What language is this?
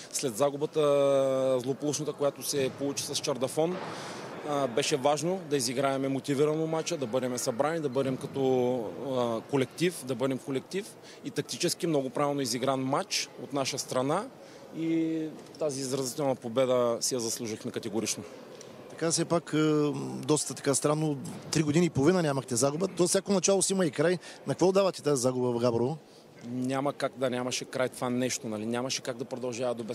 Bulgarian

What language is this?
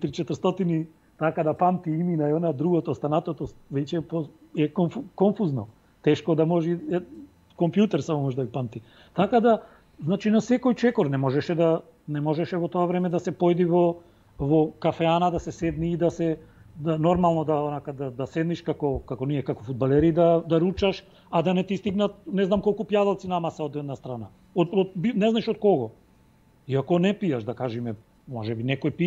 Macedonian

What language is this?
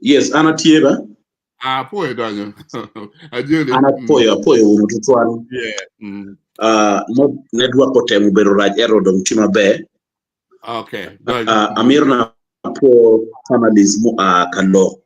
Acoli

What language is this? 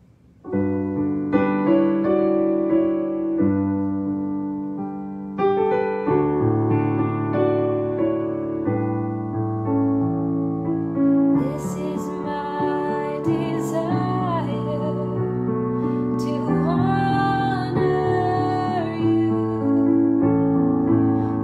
English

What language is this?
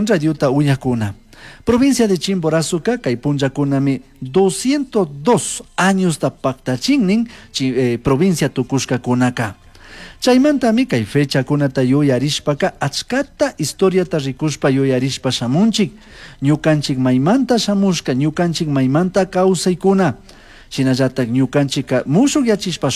Chimborazo Highland Quichua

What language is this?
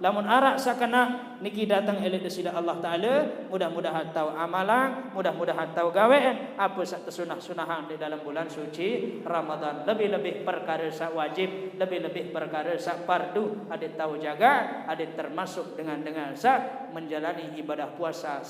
Sasak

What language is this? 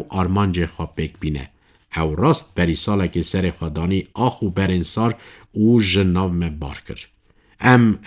Kurdish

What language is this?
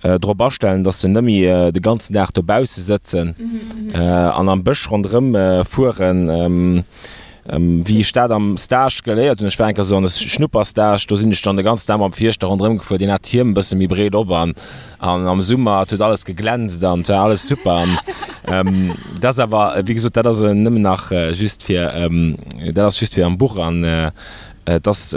Luxembourgish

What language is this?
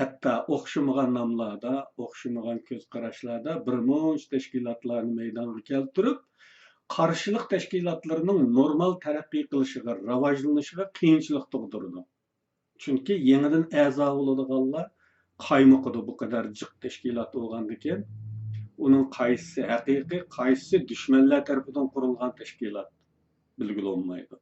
Uyghur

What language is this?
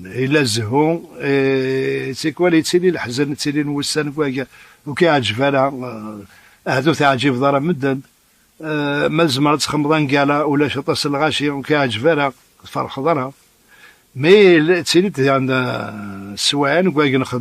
Kabyle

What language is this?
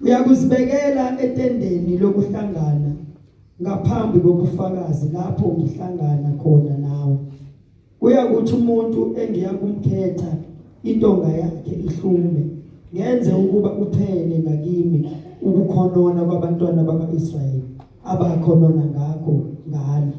Zulu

